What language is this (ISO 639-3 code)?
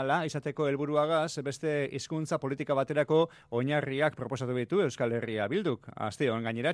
eus